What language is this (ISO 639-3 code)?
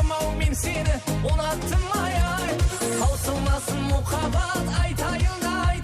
kaa